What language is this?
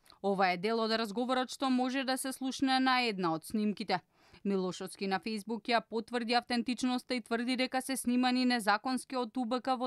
Macedonian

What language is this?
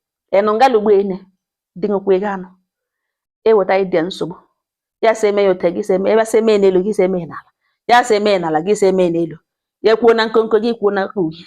Igbo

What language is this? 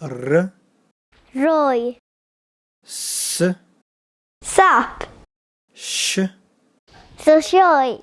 Balkan Romani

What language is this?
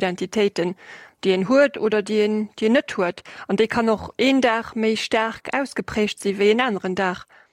Luxembourgish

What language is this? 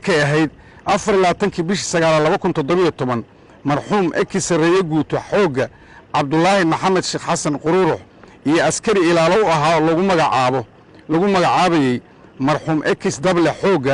Somali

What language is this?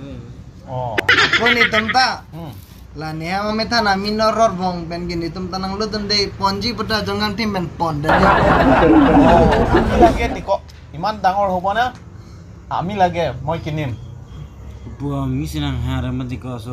Karbi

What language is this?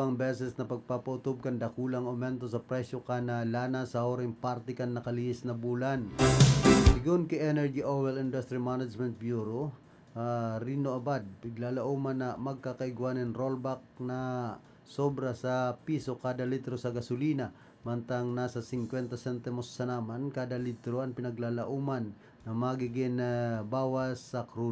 Bikol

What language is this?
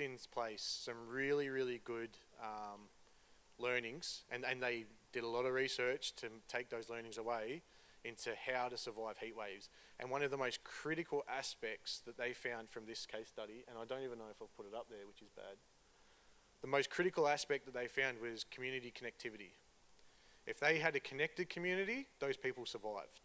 English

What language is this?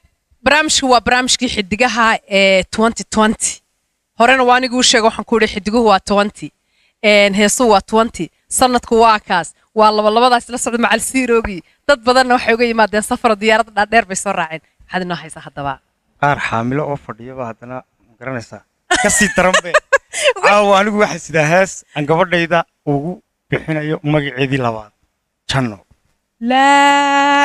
Somali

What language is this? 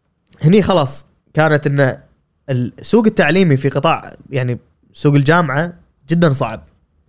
Gulf Arabic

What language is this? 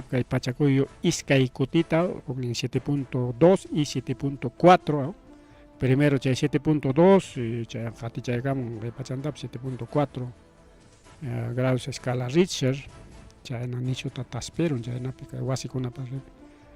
Ayacucho Quechua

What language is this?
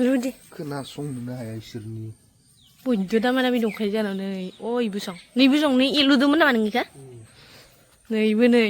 Bodo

